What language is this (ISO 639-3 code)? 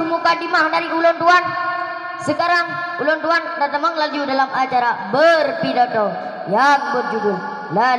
ace